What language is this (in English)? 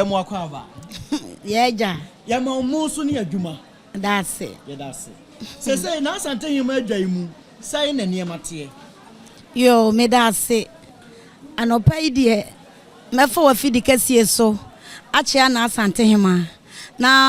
Akan